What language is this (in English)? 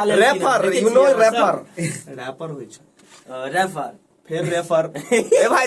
Maithili